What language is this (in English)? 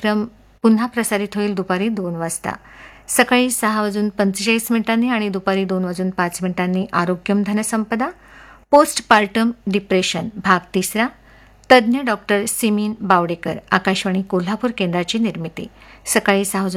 Marathi